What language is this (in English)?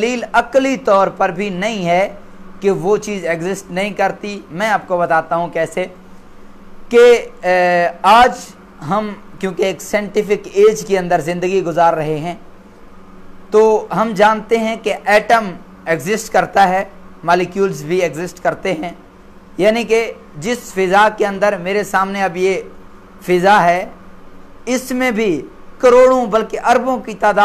Urdu